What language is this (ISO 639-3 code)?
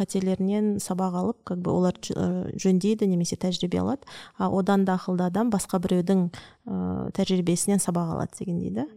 kaz